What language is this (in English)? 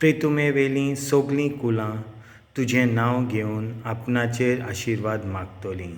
Konkani